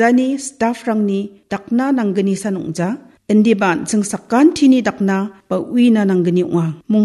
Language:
Garo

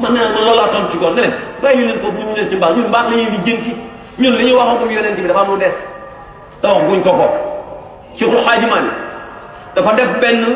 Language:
Wolof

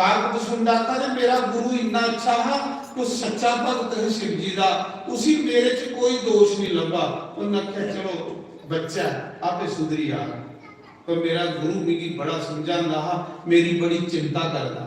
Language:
Dogri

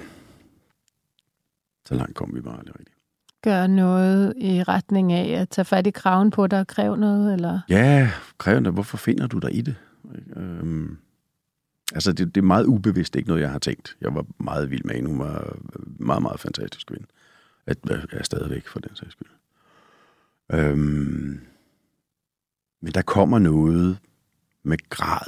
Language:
Danish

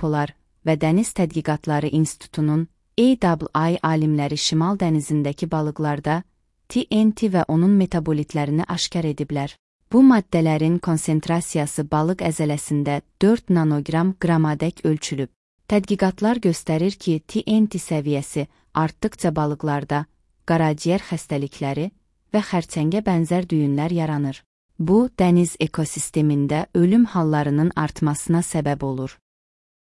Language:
Azerbaijani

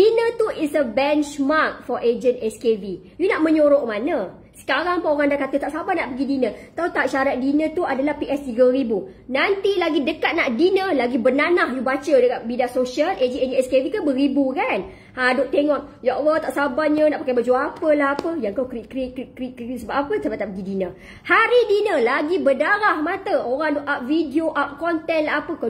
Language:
Malay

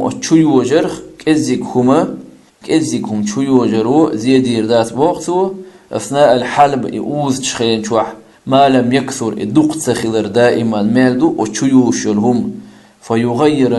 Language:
Chechen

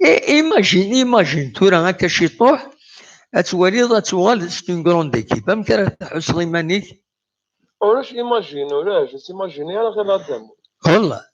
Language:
Kabyle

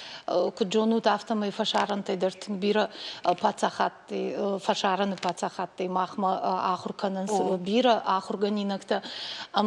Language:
Ossetic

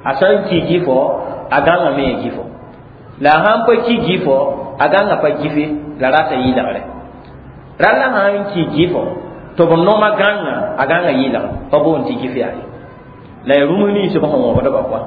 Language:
Mossi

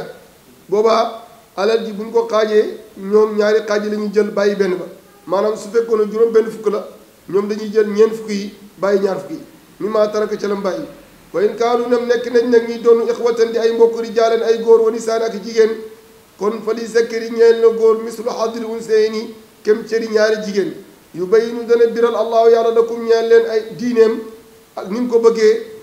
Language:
Wolof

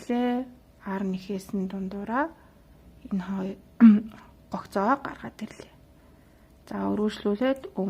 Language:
Mongolian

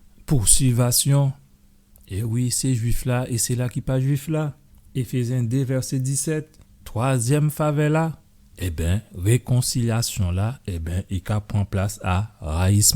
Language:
Guadeloupean Creole French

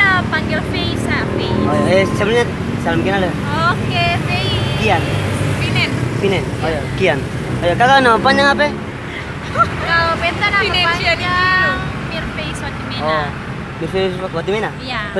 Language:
Ambonese Malay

